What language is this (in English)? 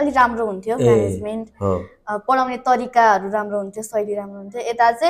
Nepali